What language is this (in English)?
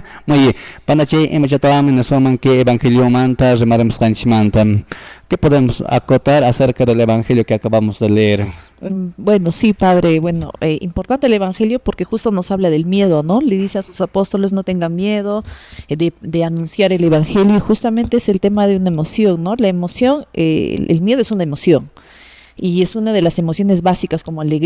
Quechua